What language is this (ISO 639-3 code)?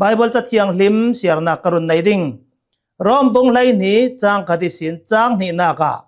cnh